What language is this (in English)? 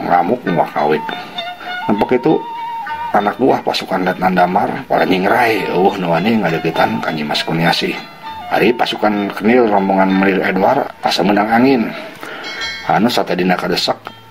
Sundanese